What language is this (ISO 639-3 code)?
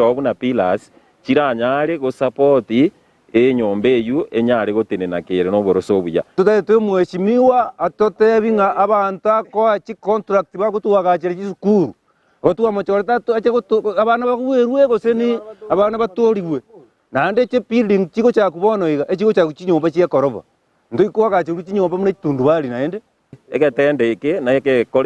guz